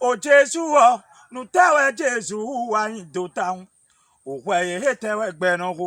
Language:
Fon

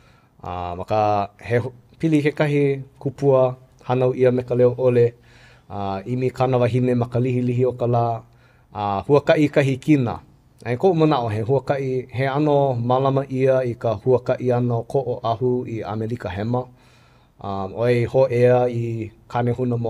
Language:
Hawaiian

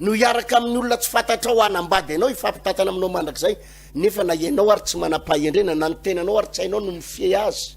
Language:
Malagasy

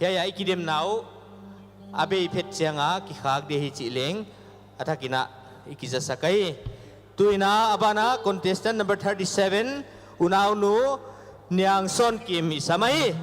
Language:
Paite Chin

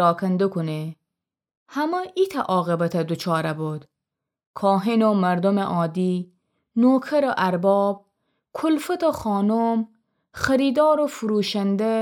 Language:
Gilaki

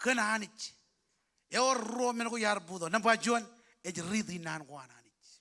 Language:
Marshallese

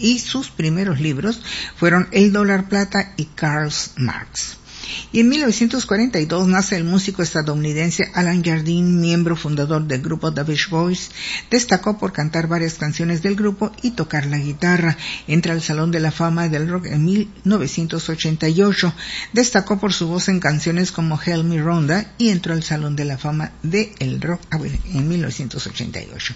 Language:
Spanish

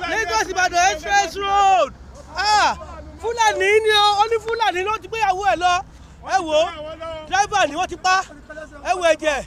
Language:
Yoruba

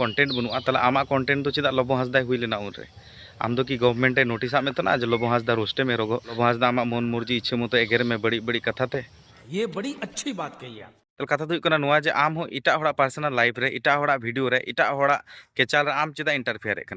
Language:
Santali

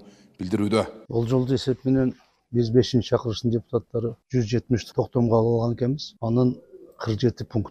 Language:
Kyrgyz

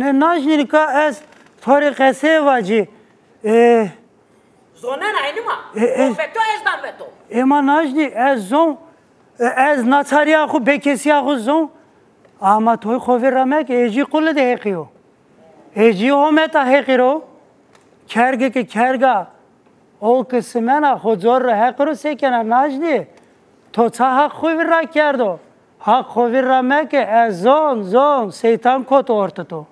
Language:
Zaza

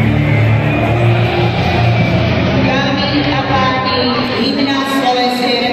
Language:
Slovak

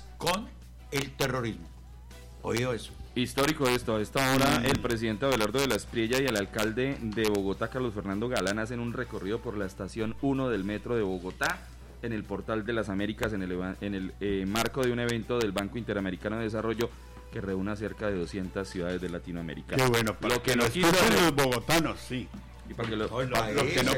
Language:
Spanish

